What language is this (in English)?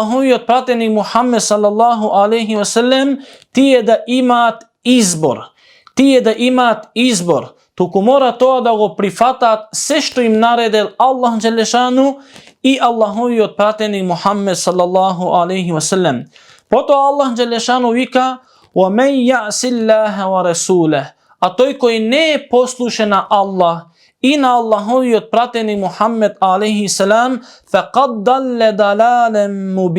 Macedonian